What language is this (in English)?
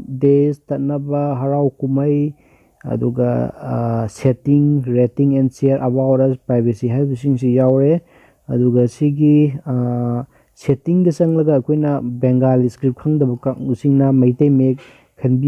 Manipuri